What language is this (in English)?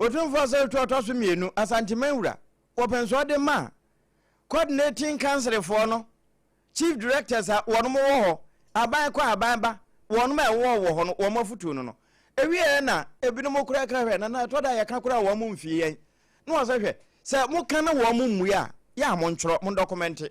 Akan